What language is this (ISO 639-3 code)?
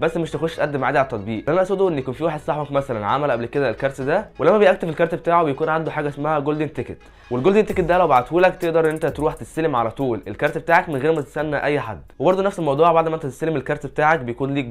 arz